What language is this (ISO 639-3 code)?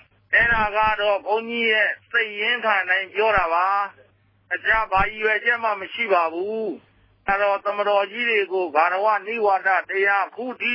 mya